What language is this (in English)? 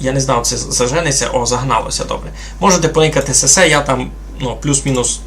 Rusyn